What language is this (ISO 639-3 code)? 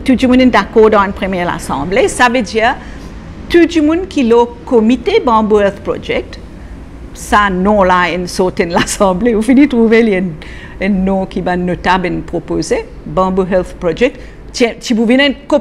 mfe